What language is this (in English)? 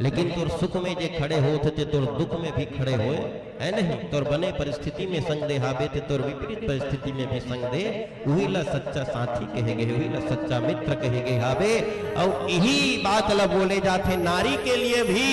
Chhattisgarhi